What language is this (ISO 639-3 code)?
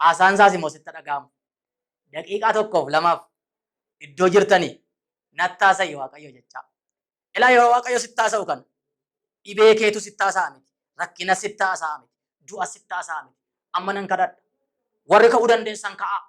orm